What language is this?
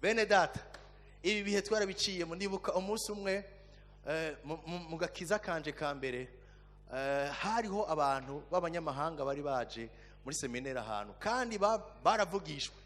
Rundi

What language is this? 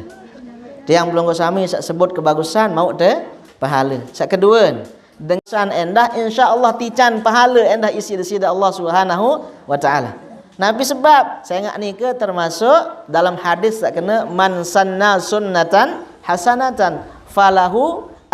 Sasak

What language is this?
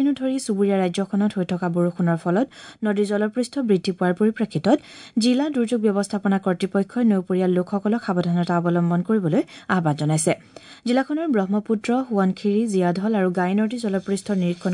Assamese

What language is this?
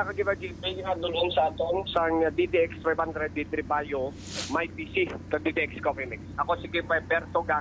Hiligaynon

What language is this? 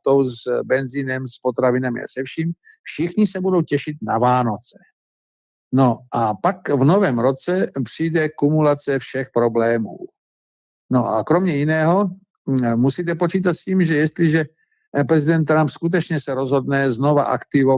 Czech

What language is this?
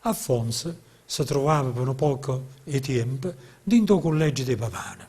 Neapolitan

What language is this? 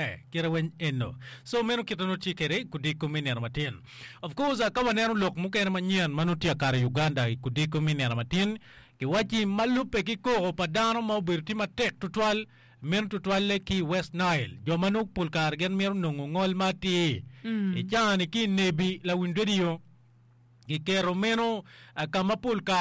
Acoli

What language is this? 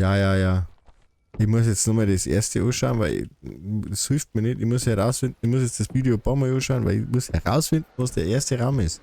Bavarian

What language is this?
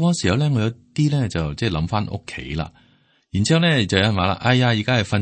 Cantonese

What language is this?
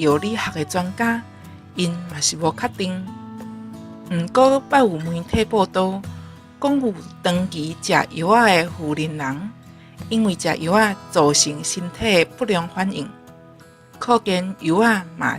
Min Nan Chinese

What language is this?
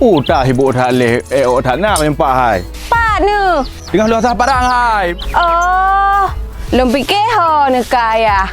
Achinese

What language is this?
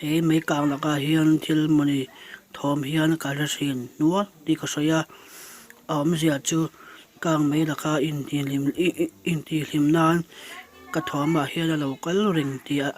Mizo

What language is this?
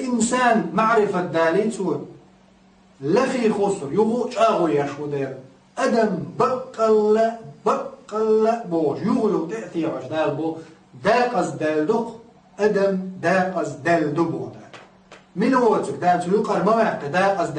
Chechen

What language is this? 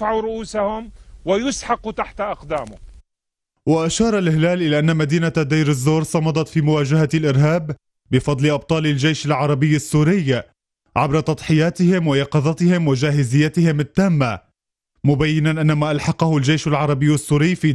Arabic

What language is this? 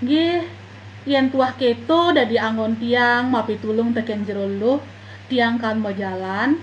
Balinese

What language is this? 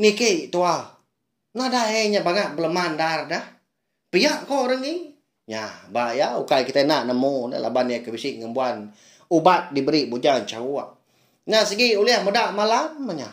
Iban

